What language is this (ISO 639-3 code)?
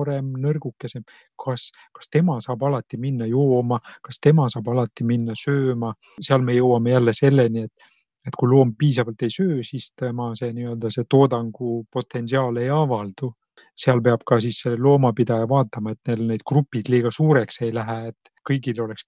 est